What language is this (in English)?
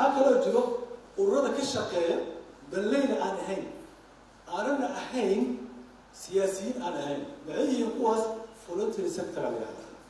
Somali